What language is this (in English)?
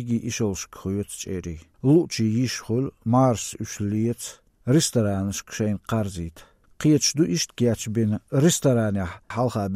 Chechen